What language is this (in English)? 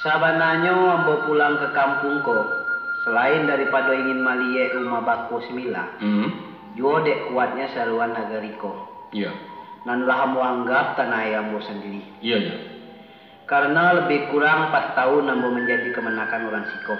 Minangkabau